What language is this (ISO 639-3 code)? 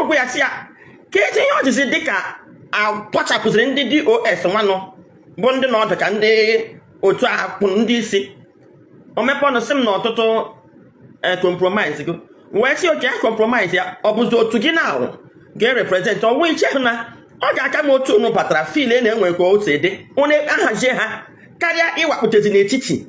ibo